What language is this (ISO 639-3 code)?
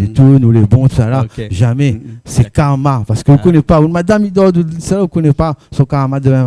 rcf